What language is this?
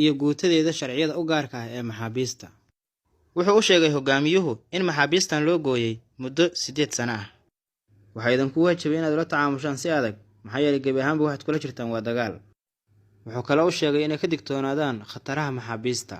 Somali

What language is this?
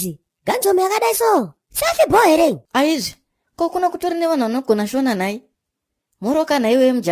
Shona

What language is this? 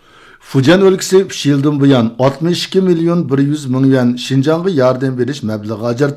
Uyghur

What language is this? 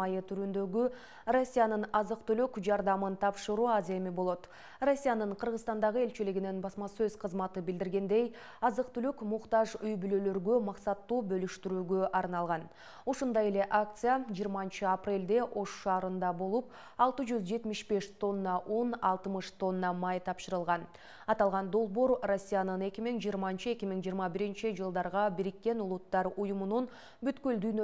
Kyrgyz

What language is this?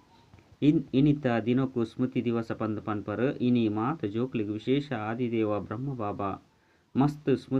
Tulu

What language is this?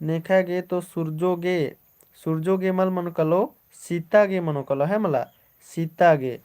Kurukh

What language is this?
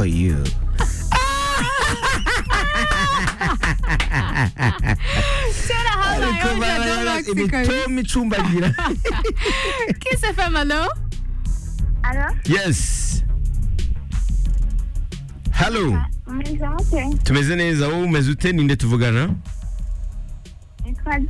Kinyarwanda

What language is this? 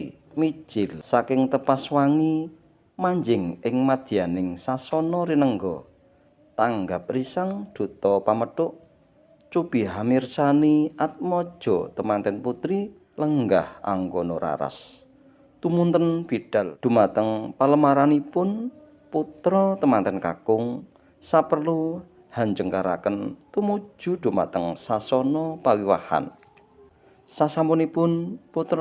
Javanese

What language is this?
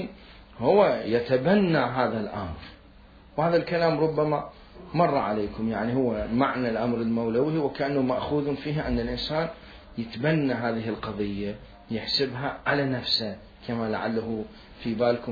Mesopotamian Arabic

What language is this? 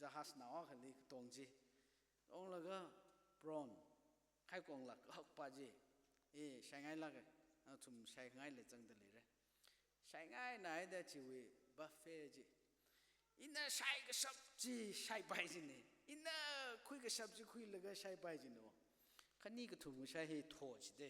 Tangkhul Naga (India)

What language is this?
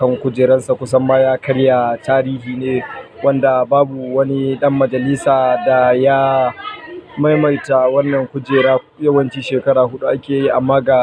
Hausa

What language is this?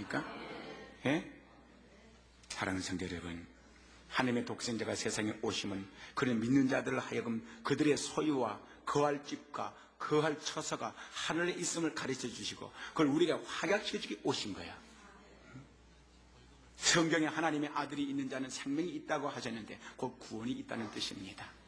Korean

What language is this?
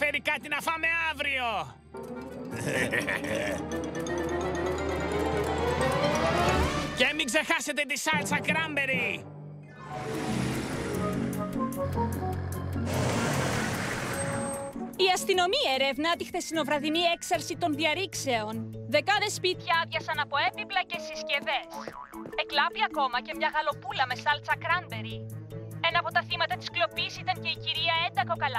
Greek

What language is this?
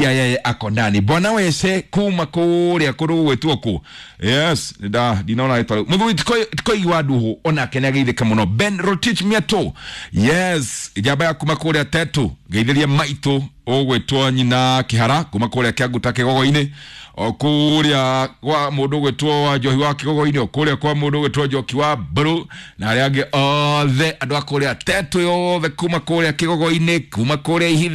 Kikuyu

